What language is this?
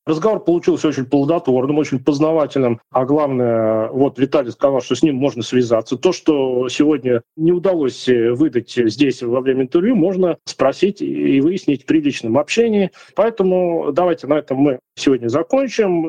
Russian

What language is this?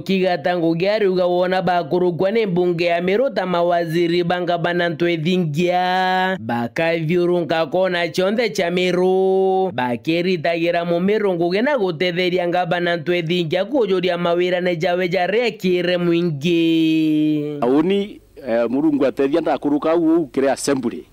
Meru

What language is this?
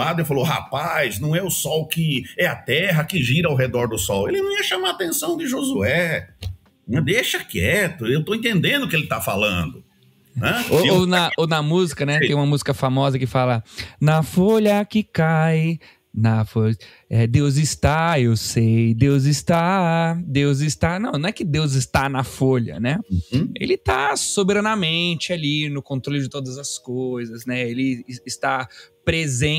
Portuguese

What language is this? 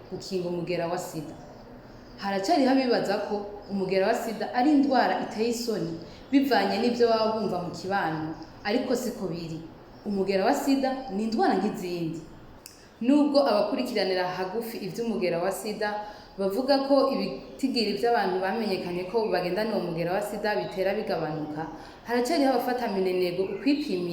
Rundi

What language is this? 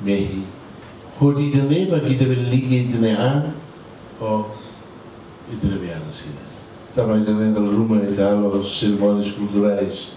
Tetum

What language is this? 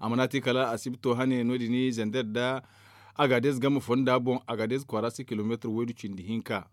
Zarma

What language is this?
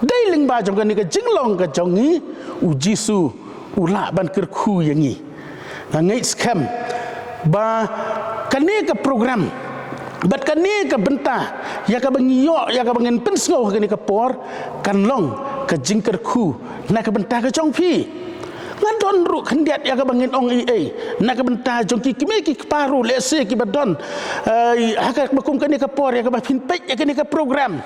Khasi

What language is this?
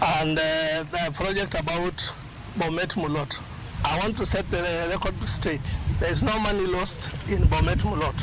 Luo (Kenya and Tanzania)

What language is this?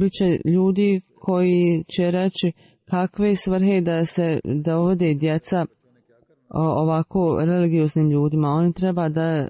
Bosnian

